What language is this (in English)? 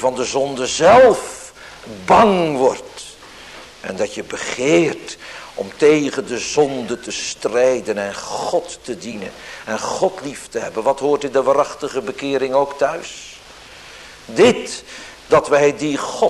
Dutch